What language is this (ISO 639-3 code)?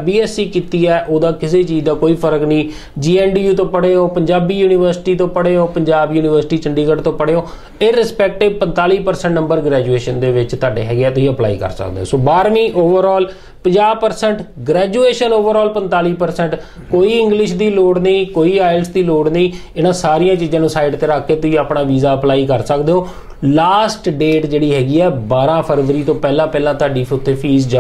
pan